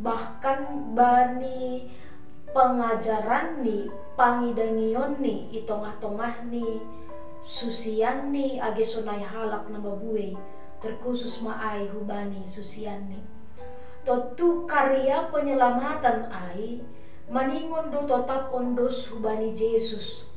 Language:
Batak Simalungun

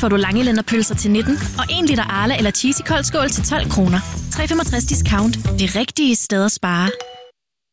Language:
Danish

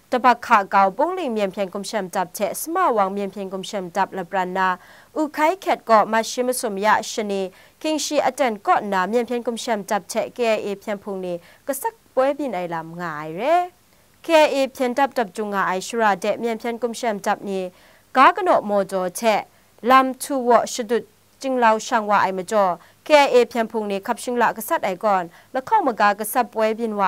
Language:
Kachin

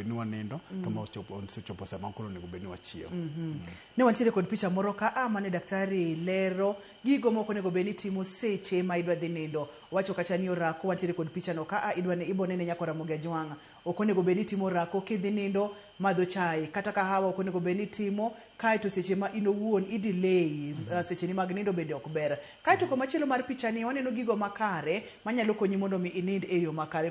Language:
Luo (Kenya and Tanzania)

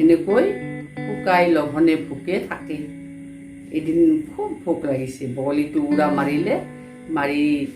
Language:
Assamese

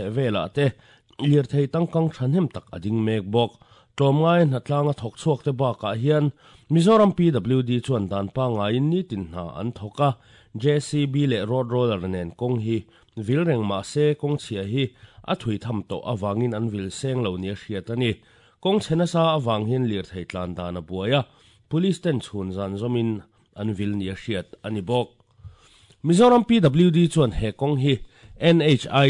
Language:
Mizo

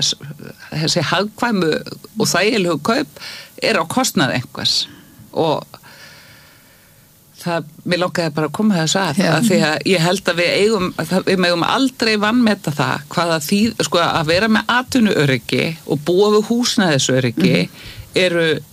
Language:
Icelandic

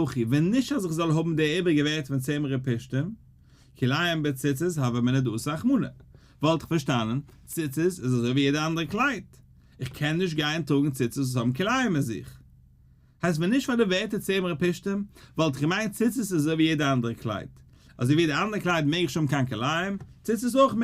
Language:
Yiddish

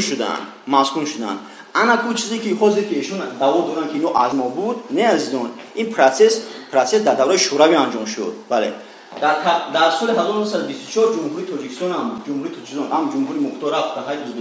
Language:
Tajik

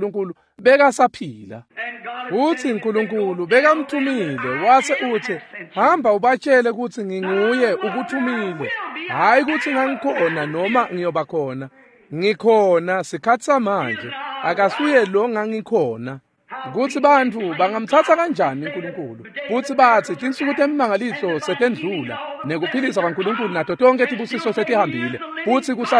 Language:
Swati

